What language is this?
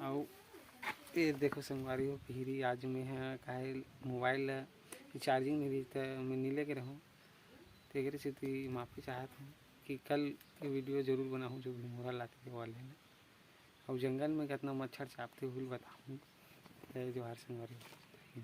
Chhattisgarhi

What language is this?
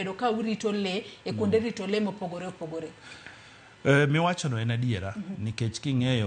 Luo (Kenya and Tanzania)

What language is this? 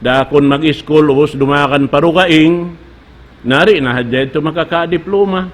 Tausug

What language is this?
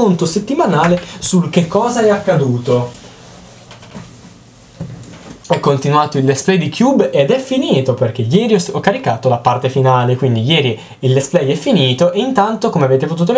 Italian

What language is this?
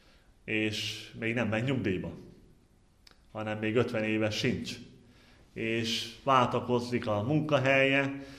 Hungarian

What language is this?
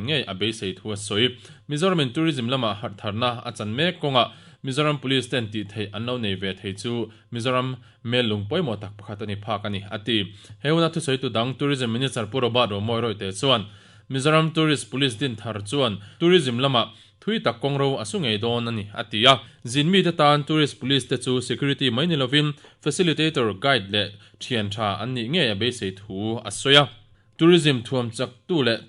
Mizo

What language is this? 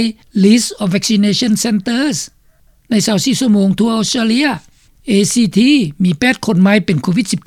Lao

